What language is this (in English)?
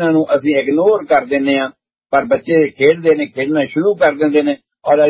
Punjabi